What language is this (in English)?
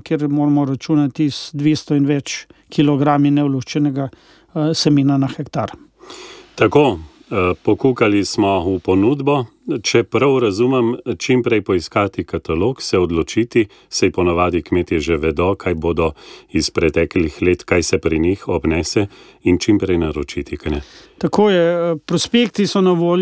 Slovenian